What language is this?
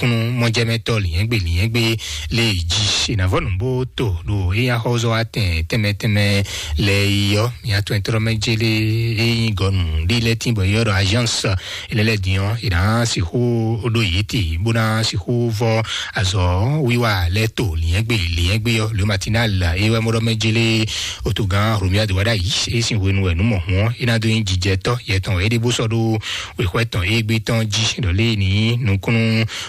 Fon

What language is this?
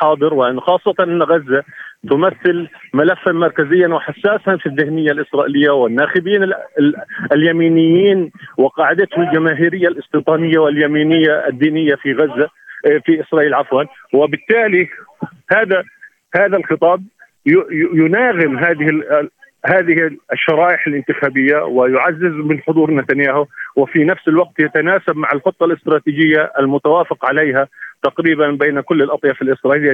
Arabic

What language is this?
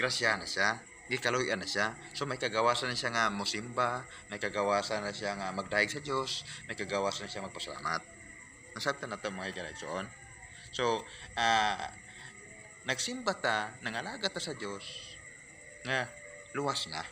Cebuano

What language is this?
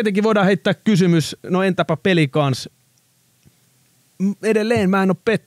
Finnish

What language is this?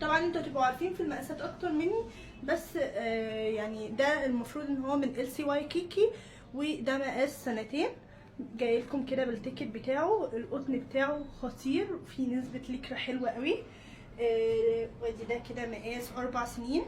Egyptian Arabic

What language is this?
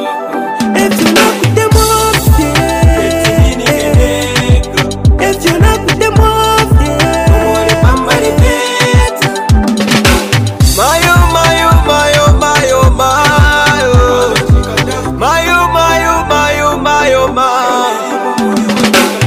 Bemba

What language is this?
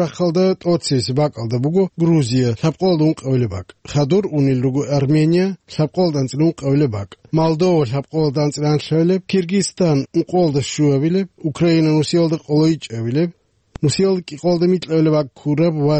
Avaric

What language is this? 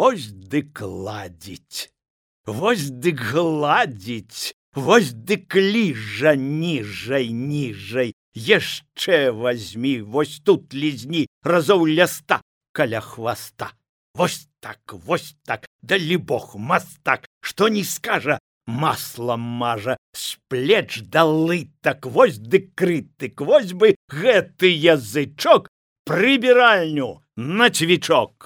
Belarusian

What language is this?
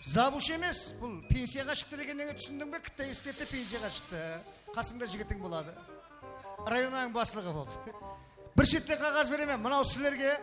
Kara-Kalpak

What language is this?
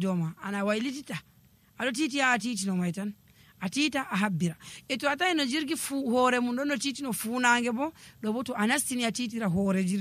Nigerian Fulfulde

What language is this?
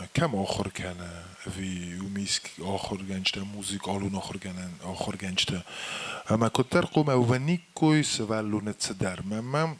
Ossetic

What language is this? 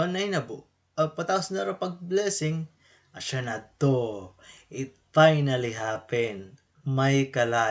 Waray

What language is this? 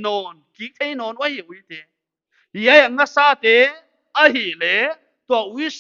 Paite Chin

